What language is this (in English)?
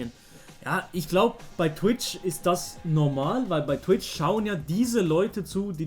Swiss German